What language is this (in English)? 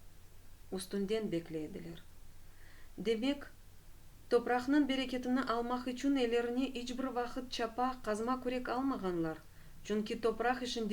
Crimean Tatar